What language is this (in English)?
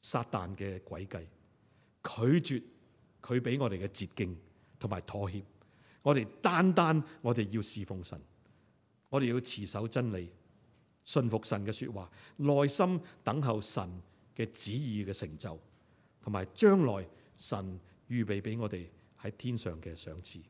Cantonese